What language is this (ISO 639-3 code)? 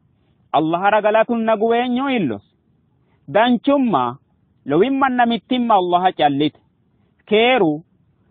sid